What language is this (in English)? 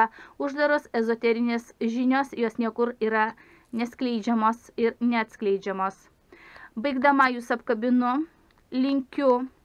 Lithuanian